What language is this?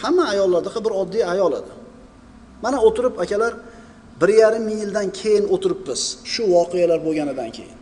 Uzbek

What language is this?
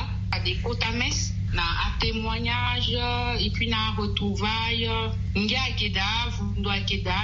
Sango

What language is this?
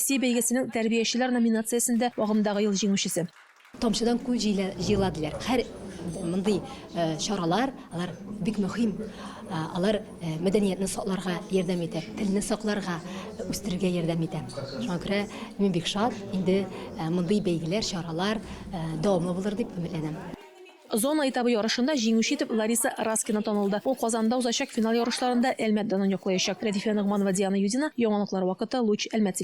Tatar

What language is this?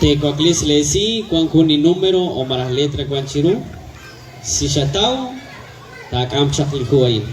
Kekchí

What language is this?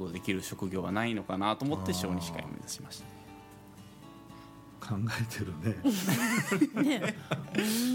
Japanese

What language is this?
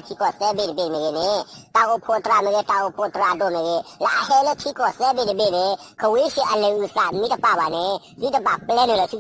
S'gaw Karen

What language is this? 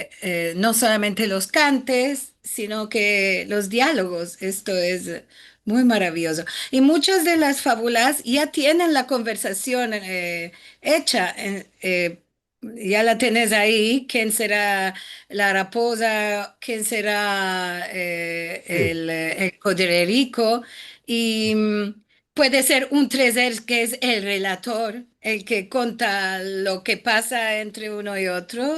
Ladino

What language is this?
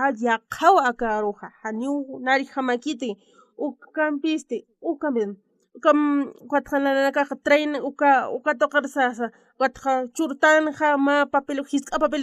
Aymara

